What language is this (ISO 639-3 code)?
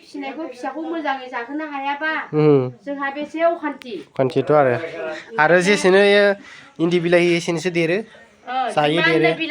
brx